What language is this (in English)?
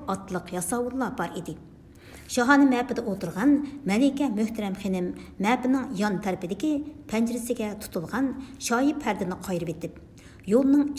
Uyghur